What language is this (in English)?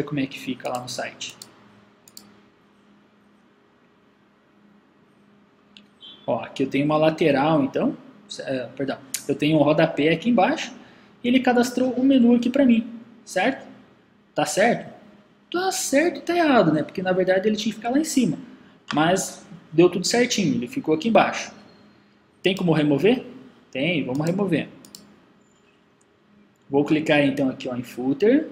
Portuguese